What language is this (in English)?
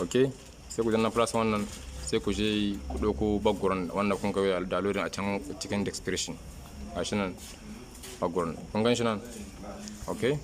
Hausa